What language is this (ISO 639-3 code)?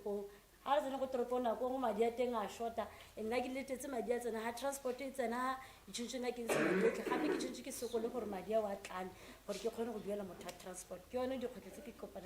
tsn